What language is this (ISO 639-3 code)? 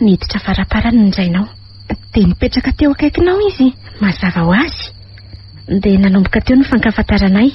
mlg